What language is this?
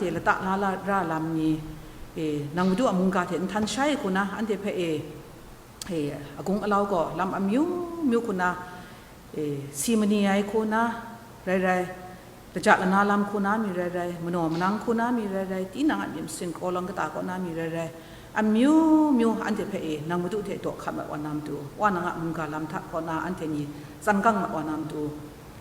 Kachin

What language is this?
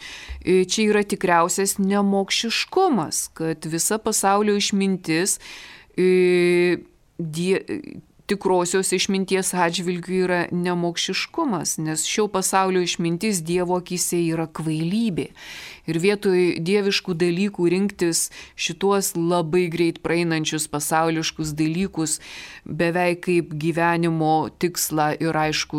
Lithuanian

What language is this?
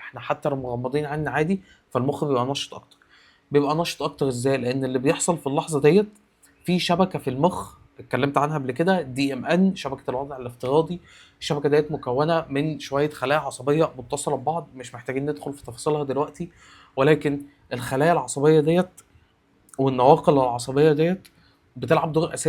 Egyptian Arabic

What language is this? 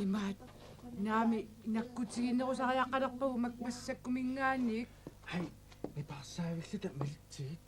Kalaallisut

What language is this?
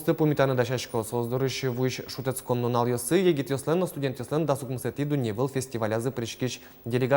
Udmurt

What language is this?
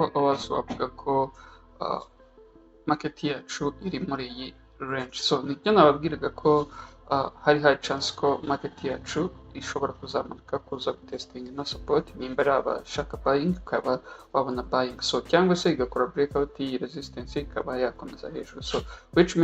Kinyarwanda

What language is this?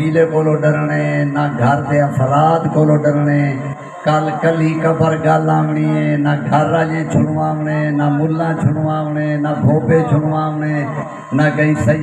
Saraiki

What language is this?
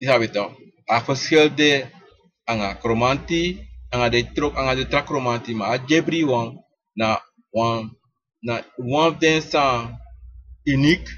Sranan Tongo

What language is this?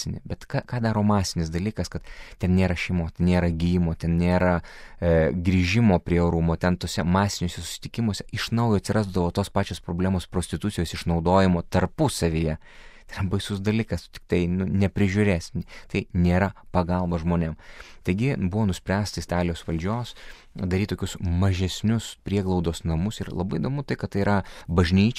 Lithuanian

